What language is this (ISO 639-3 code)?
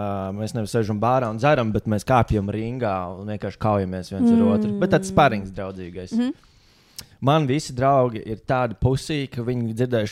lav